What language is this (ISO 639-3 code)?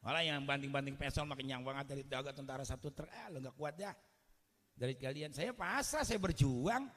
bew